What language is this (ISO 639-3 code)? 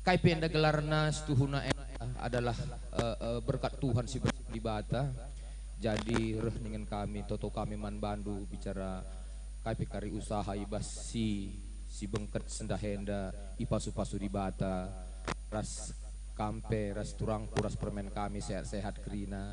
btx